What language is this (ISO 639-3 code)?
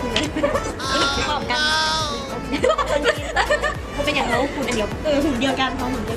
lao